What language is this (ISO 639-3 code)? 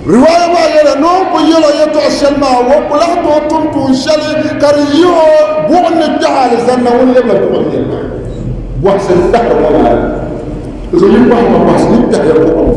dag